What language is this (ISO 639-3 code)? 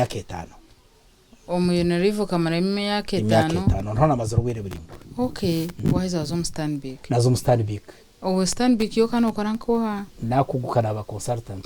nyn